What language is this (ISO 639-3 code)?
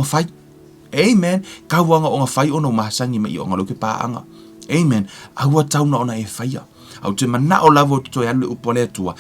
smo